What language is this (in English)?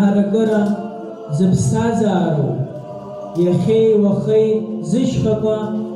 Abkhazian